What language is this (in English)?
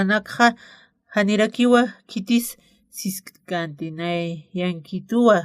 Aymara